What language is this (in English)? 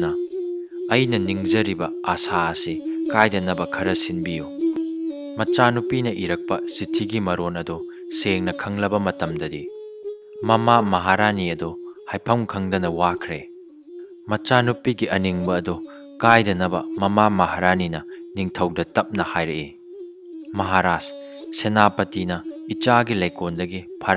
Manipuri